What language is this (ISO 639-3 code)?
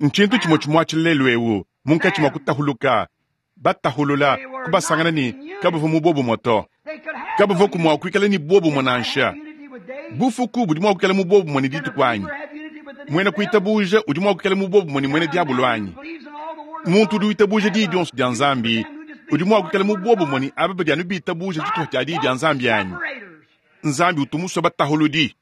lua